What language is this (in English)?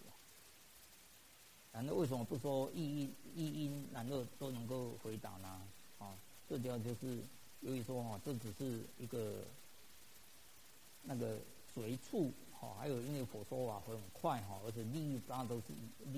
Chinese